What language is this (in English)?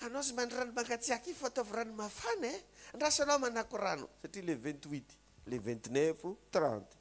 Malagasy